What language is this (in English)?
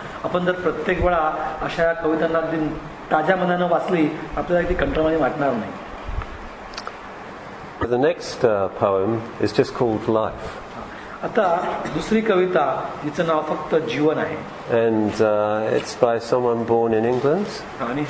Marathi